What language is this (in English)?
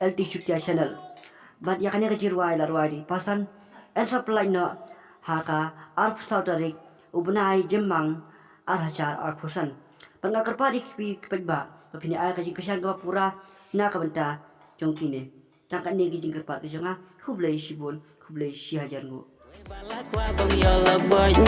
Khasi